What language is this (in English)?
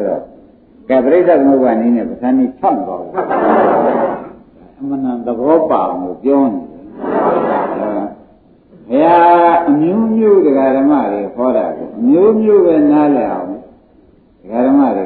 Burmese